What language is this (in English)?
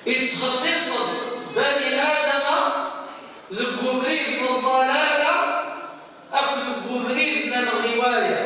Kabyle